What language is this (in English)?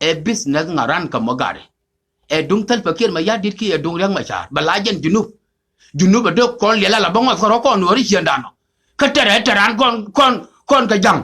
Nuer